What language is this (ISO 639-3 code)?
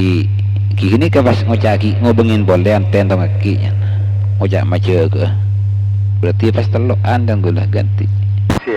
mad